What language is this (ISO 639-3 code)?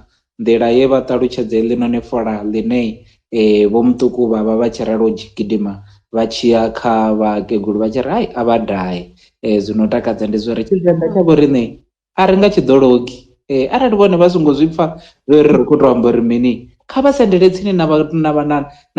ven